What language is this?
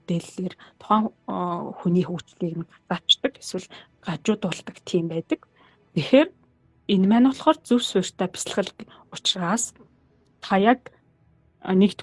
Mongolian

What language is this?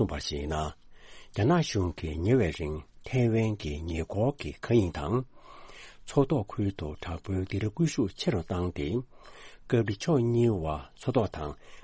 Tibetan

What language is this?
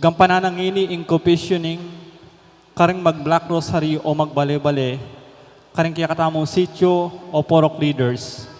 Pampanga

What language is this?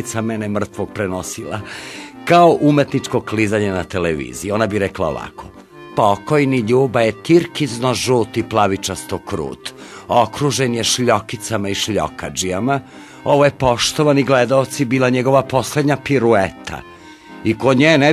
Serbian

